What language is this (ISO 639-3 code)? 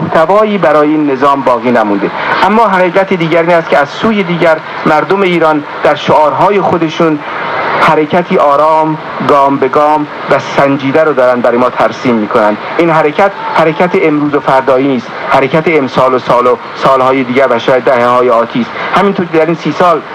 fas